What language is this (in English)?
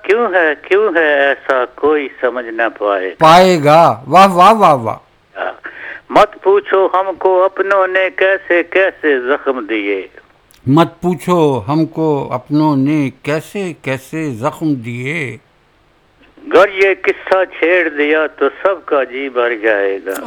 Urdu